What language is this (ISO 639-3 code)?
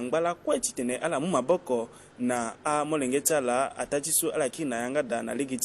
sag